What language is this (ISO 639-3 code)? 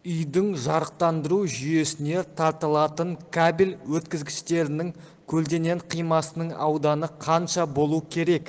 kaz